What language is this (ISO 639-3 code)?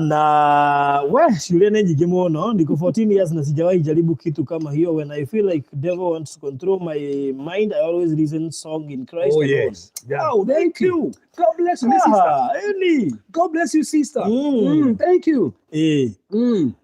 kik